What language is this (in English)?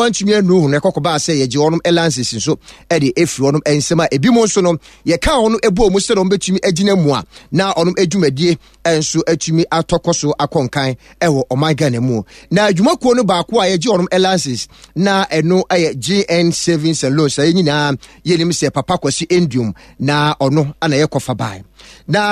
Akan